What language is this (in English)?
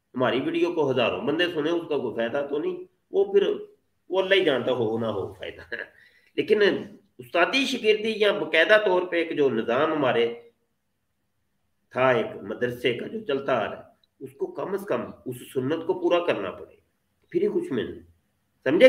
Urdu